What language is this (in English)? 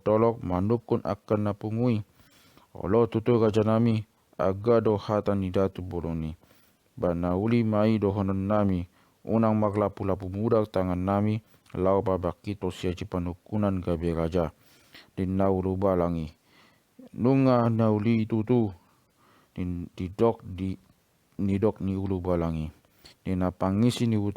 Batak Toba